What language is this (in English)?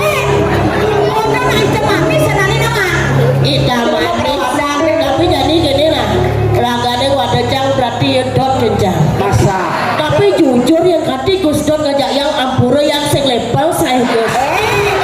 Balinese